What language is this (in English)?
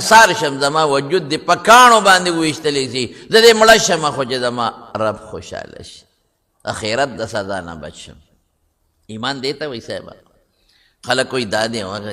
Pashto